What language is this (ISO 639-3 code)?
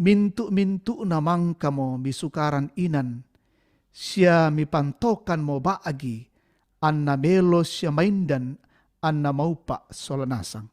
sda